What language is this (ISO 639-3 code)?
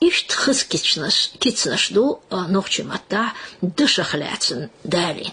che